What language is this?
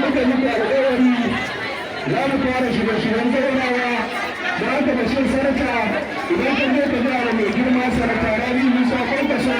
Hausa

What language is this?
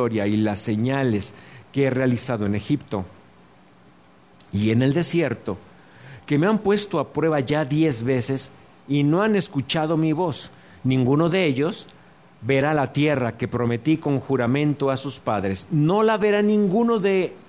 Spanish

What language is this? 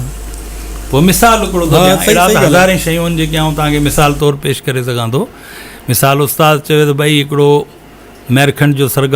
Sindhi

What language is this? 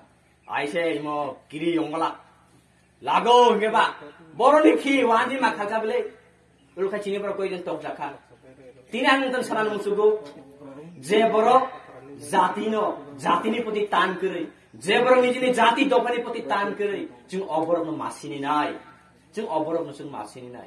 Kok Borok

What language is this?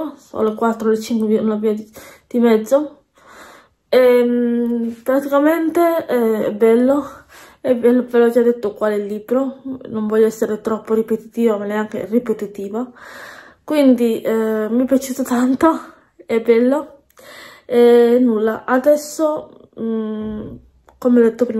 Italian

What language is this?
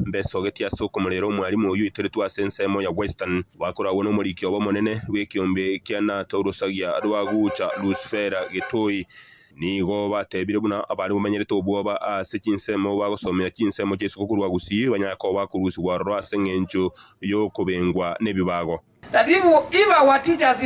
Gusii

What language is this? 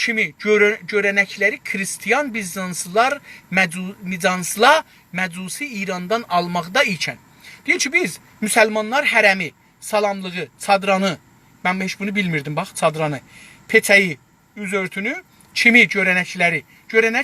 South Azerbaijani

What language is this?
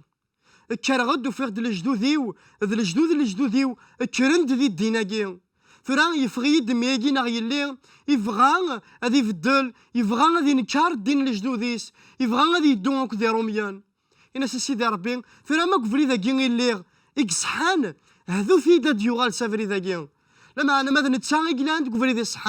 Kabyle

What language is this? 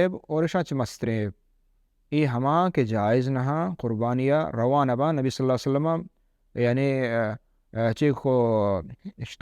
Baluchi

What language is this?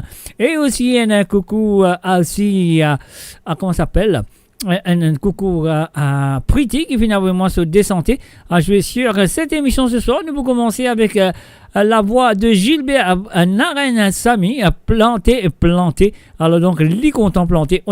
Morisyen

